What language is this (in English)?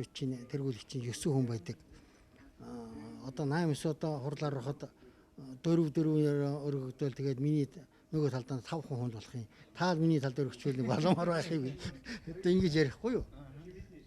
Mongolian